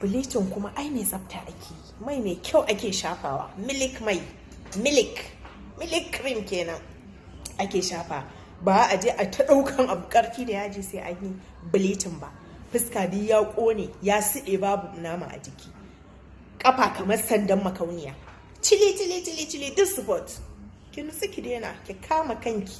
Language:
Hausa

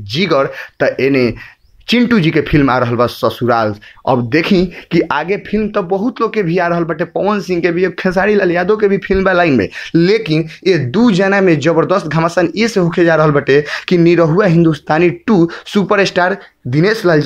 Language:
Bhojpuri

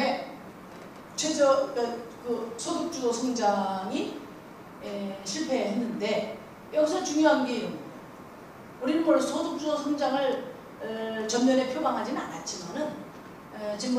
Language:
Korean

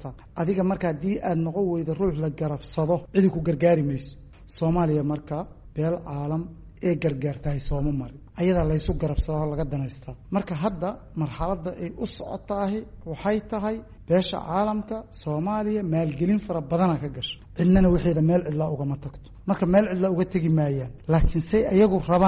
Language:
Somali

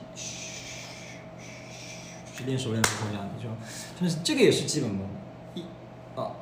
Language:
Chinese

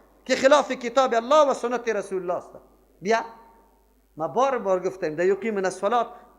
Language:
Persian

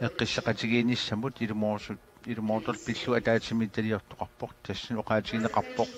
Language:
Kalaallisut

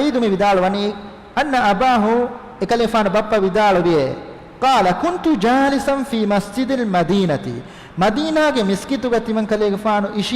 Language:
Divehi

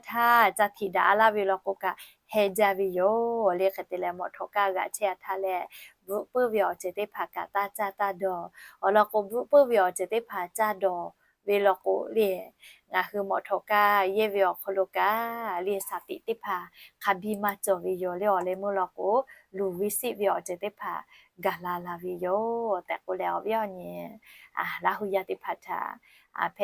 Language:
Lahu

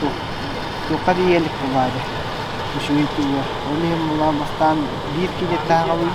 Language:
Yakut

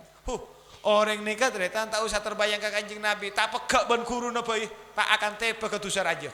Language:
Madurese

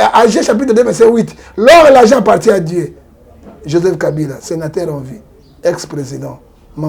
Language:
Lingala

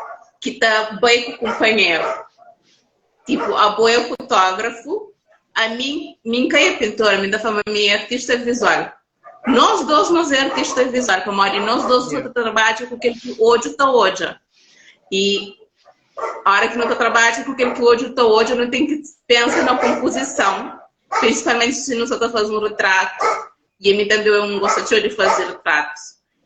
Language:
Kabuverdianu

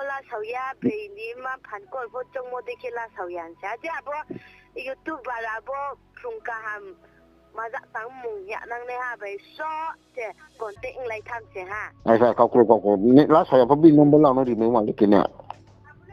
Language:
Riang (India)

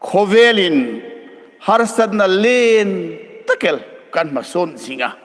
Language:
Hmar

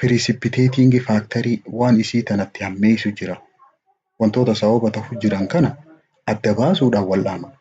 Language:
Oromo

